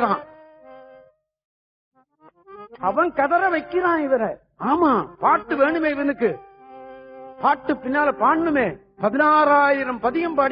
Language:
Tamil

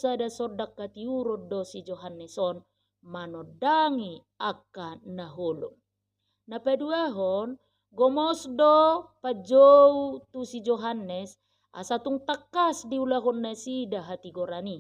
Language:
Batak Toba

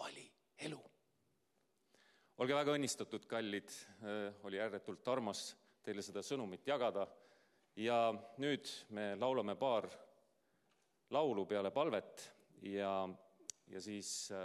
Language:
Estonian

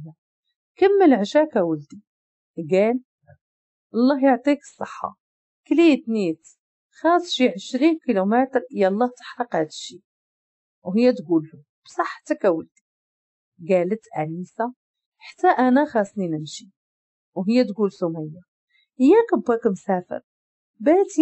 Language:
Moroccan Arabic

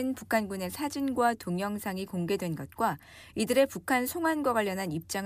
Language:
Korean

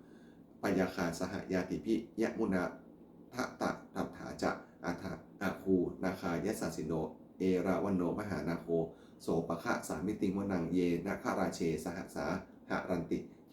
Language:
Pali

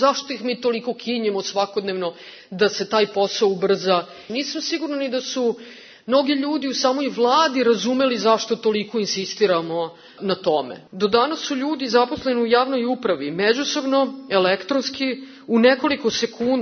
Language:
Serbian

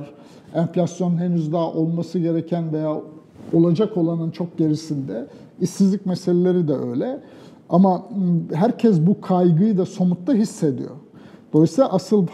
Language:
Turkish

